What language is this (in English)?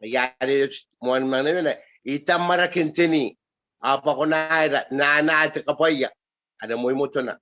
Gilbertese